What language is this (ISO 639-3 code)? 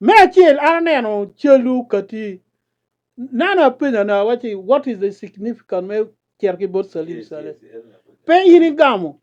ach